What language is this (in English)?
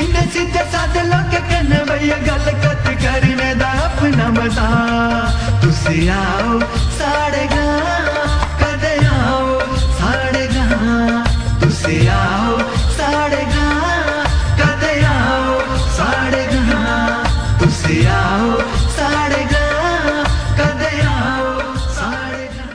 Dogri